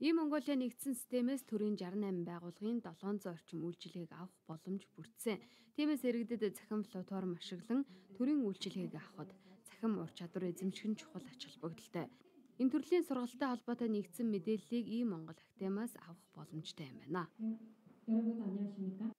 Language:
Mongolian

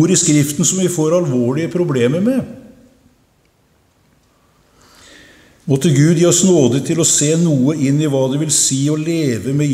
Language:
Norwegian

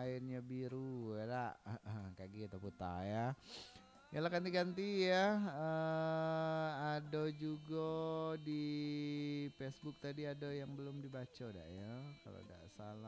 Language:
Minangkabau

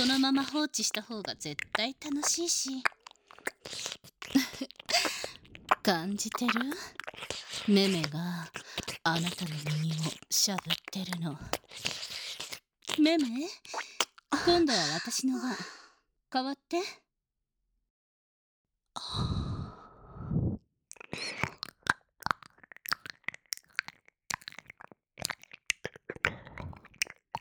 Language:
Japanese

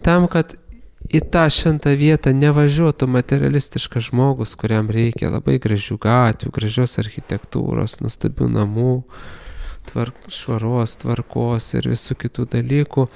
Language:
Lithuanian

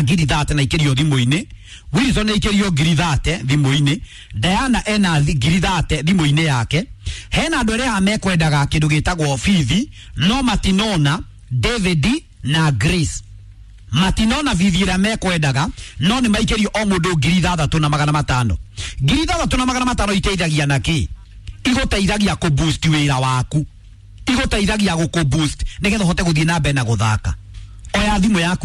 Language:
Kikuyu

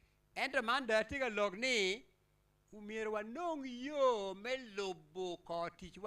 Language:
Acoli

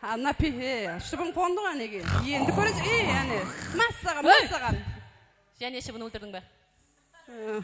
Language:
Kara-Kalpak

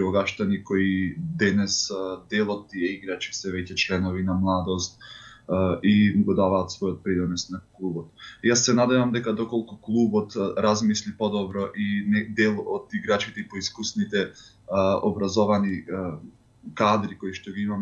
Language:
Macedonian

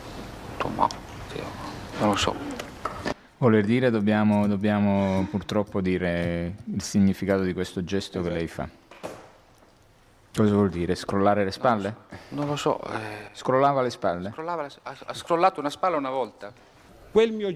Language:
Italian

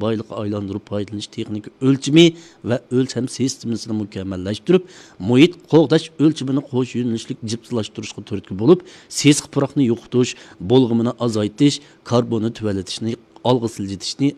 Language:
Uyghur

